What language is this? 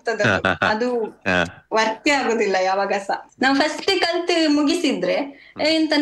Kannada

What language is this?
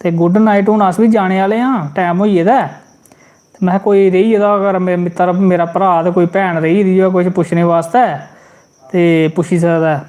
Dogri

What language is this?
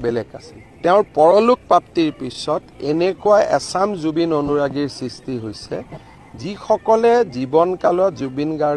Assamese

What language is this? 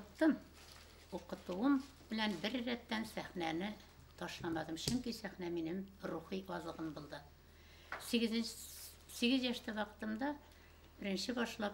Bashkir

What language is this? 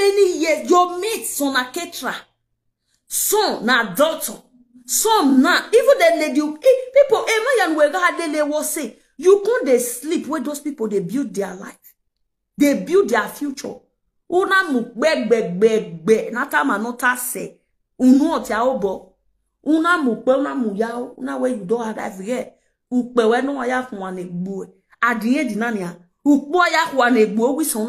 Nigerian Pidgin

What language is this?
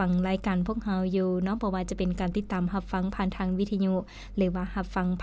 Lao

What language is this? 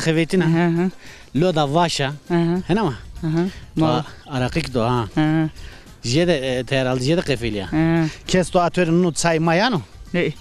Zaza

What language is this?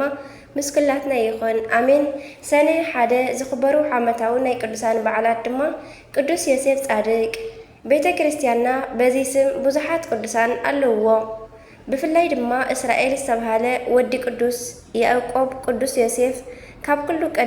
Tigrinya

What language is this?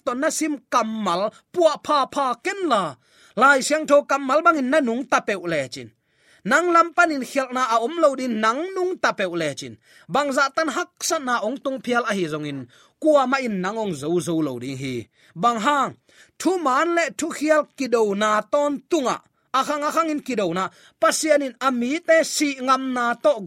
Tedim Chin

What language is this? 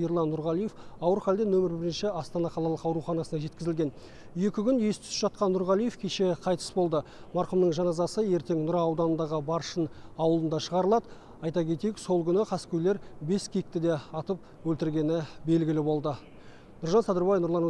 Kazakh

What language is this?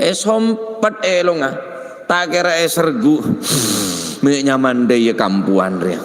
Madurese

